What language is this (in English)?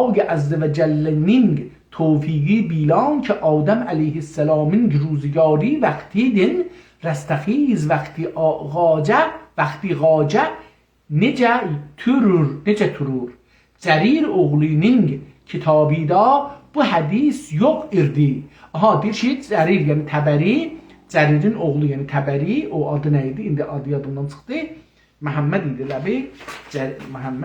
South Azerbaijani